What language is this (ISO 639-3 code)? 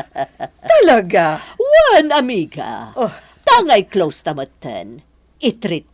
ilo